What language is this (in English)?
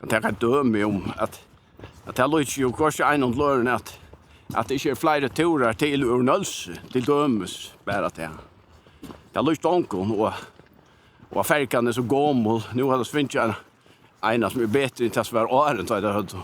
Faroese